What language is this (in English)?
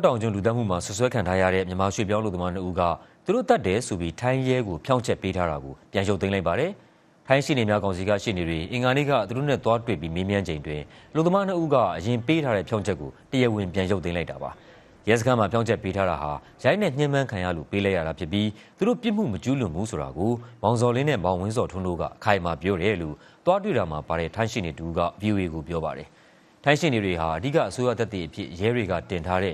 Burmese